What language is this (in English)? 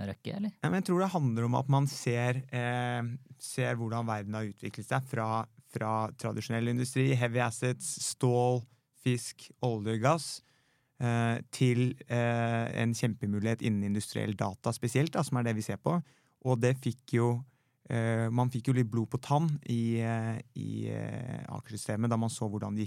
Norwegian